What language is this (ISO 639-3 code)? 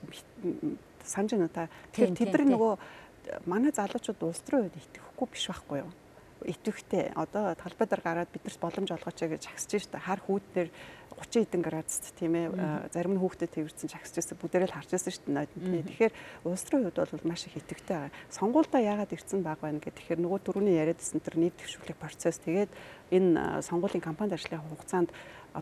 mon